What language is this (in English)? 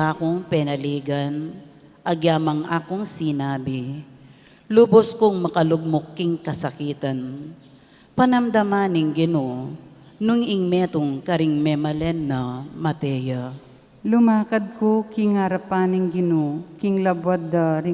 Pampanga